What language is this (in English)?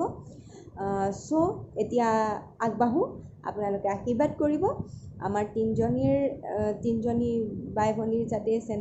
Assamese